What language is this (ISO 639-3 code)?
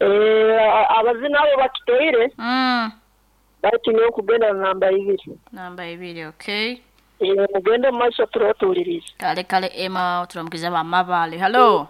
nyo